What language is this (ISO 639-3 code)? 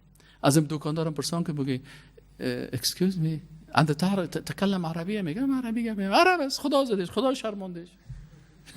fas